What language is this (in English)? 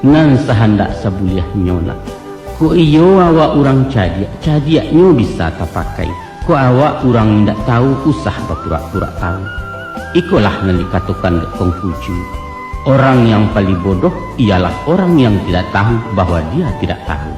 Minangkabau